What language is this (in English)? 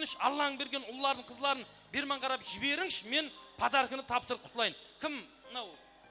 Kara-Kalpak